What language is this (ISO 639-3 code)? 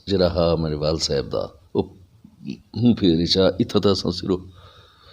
skr